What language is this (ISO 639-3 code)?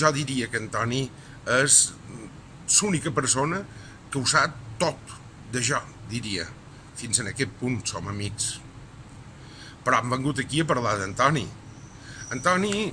cat